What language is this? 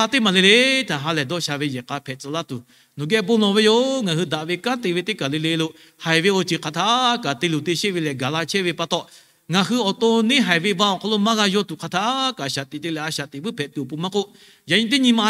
Lahu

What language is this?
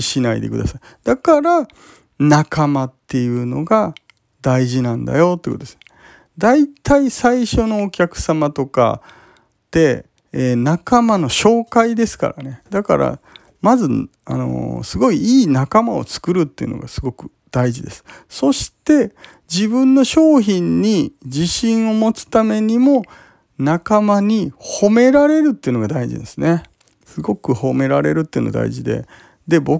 Japanese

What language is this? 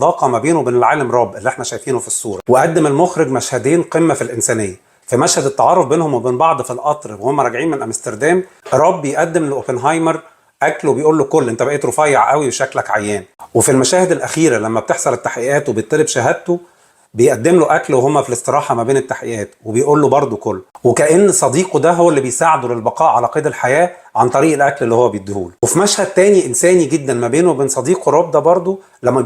Egyptian Arabic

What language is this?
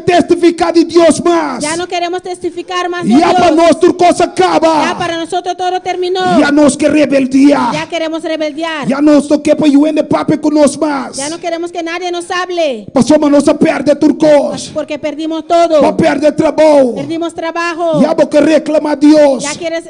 Papiamento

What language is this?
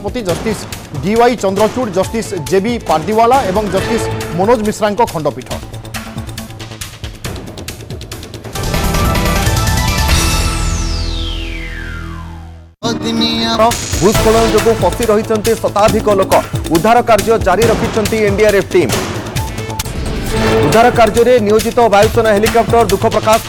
Odia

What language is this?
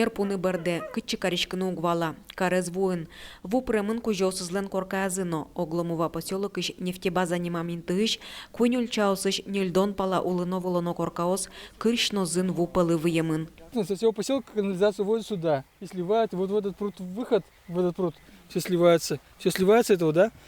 Udmurt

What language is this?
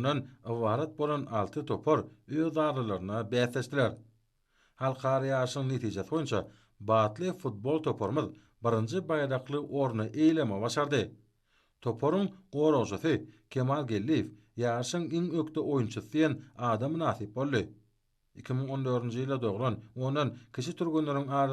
Turkmen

